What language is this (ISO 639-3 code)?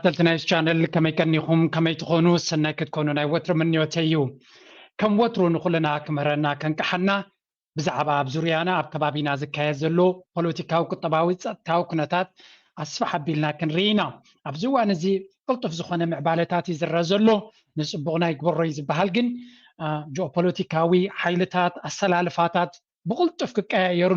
tir